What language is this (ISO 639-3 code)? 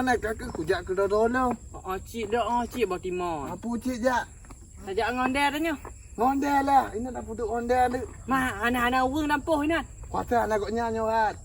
ace